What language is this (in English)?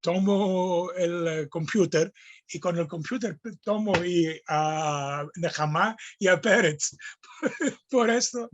Ladino